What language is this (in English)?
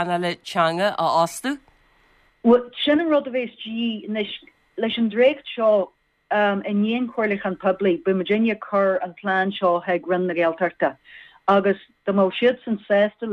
Irish